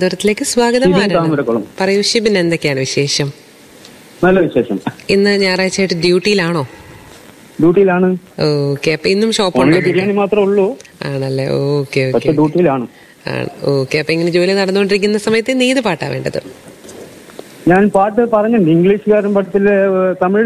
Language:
Malayalam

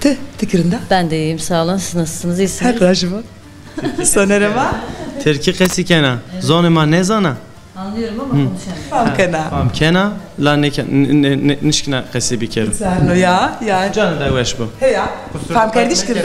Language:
Zaza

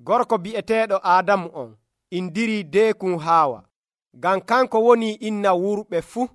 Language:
Nigerian Fulfulde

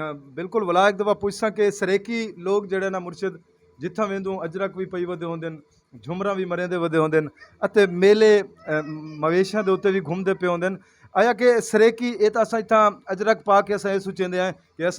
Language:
Saraiki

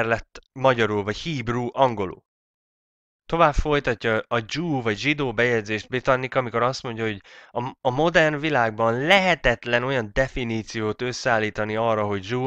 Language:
Hungarian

